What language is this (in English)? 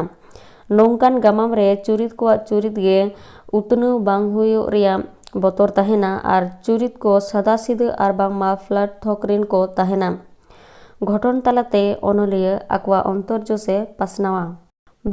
Santali